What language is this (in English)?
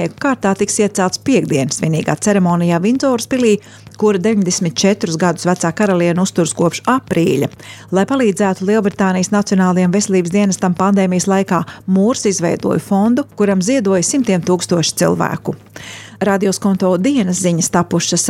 Latvian